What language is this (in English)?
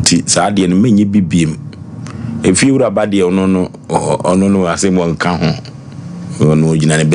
Akan